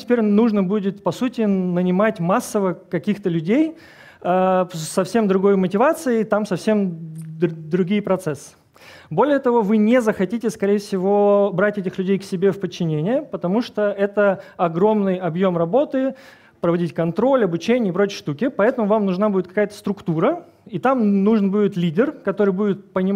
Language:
Russian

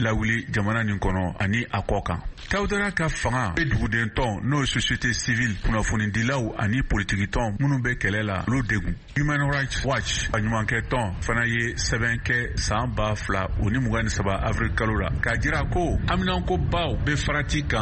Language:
Bambara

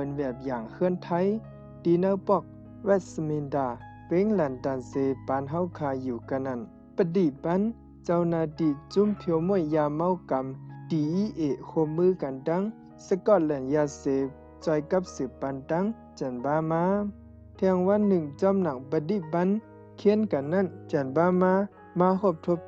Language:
Shan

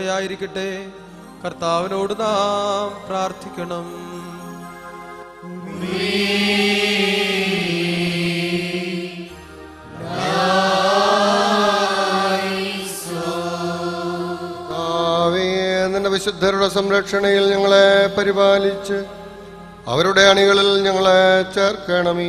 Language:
Malayalam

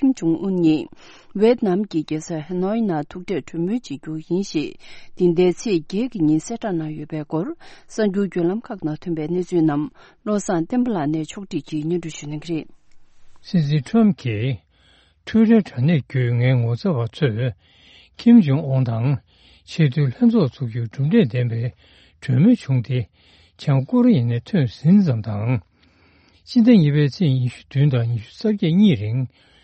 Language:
Tibetan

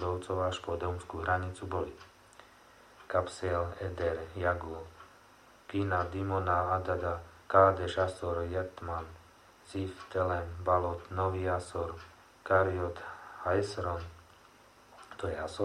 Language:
Slovak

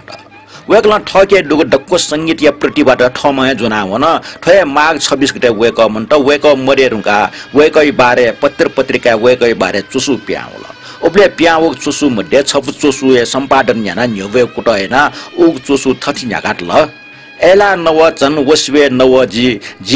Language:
Newari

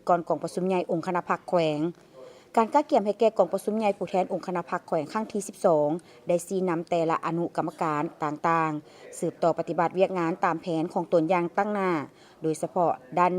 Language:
Lao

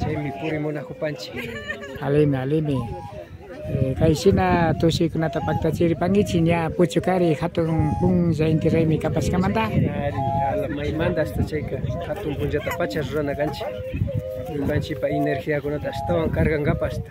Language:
Imbabura Highland Quichua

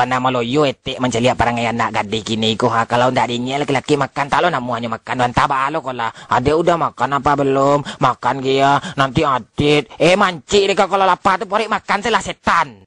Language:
Minangkabau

